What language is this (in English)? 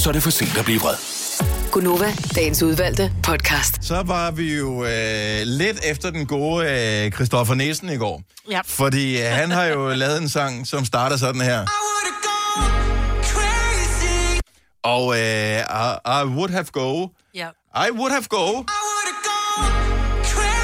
Danish